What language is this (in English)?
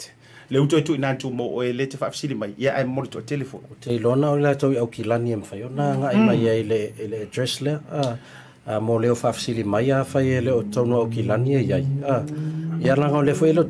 Samoan